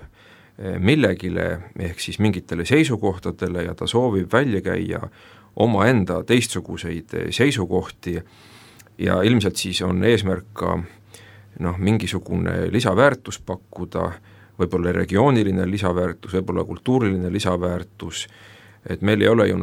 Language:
Estonian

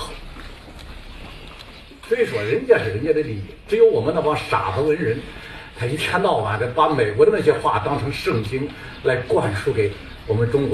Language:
Chinese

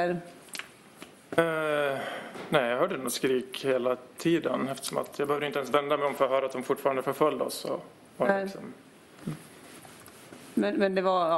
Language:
Swedish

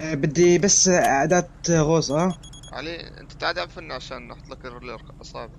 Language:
North Levantine Arabic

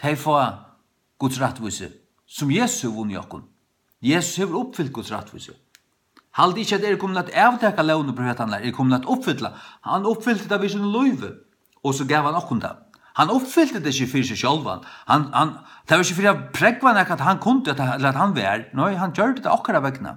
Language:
Faroese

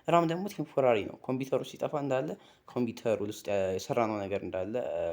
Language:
Amharic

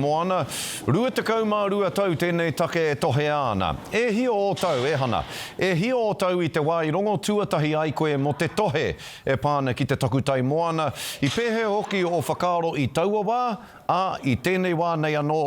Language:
Māori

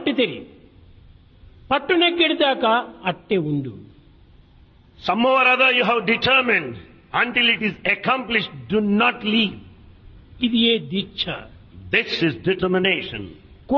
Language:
Telugu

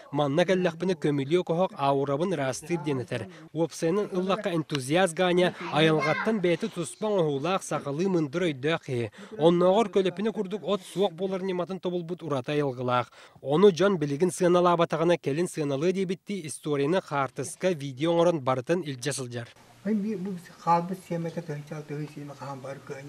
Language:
Yakut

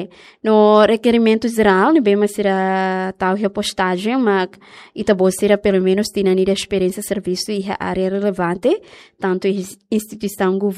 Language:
Tetum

